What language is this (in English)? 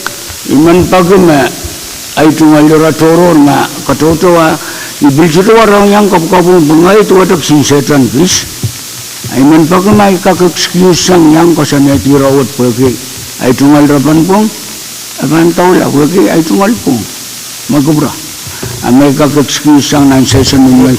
Pohnpeian